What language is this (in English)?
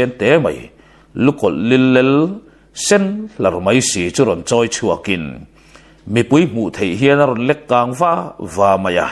Mizo